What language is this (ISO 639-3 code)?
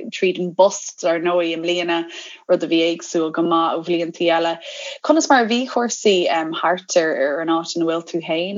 gle